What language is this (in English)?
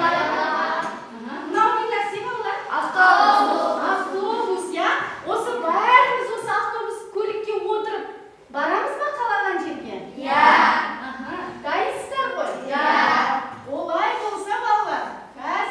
Kazakh